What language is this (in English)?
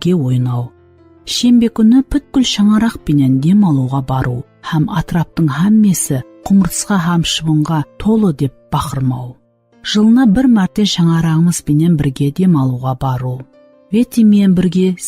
Kara-Kalpak